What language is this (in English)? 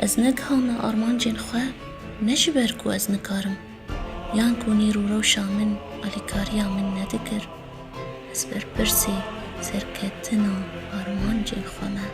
Kurdish